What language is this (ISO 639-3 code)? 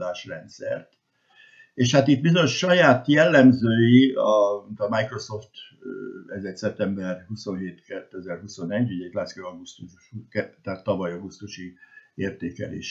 hun